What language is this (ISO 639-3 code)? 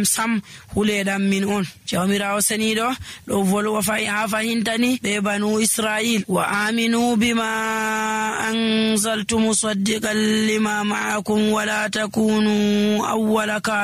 fuv